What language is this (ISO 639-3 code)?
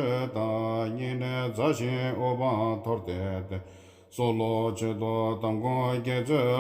bod